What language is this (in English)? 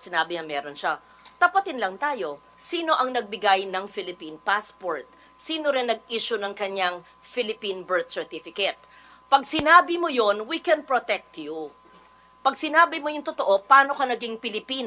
Filipino